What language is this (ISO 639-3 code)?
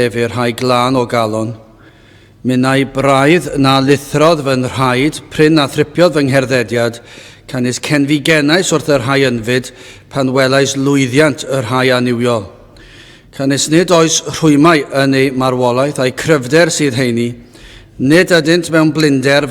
cym